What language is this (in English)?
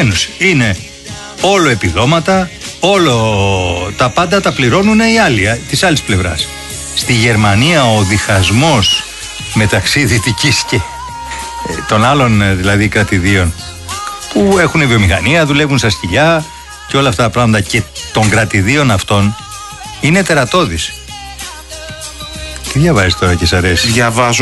Greek